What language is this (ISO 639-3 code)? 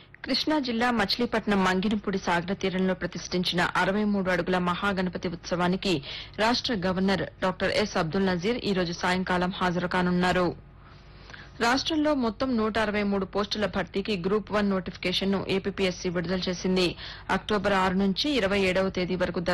tel